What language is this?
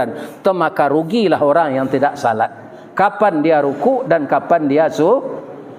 Minangkabau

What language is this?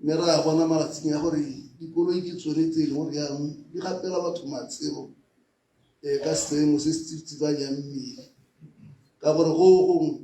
Tswana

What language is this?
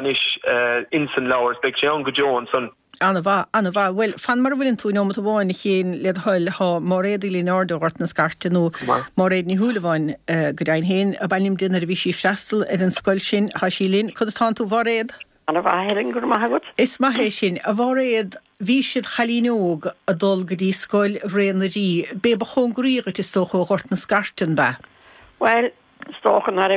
Irish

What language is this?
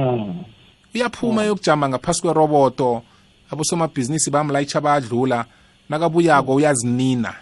South Ndebele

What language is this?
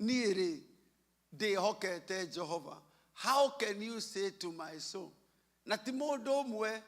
Kikuyu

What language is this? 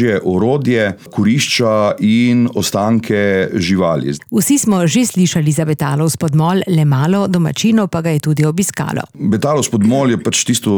Slovenian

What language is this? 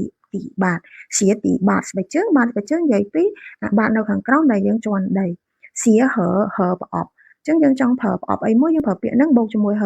Khmer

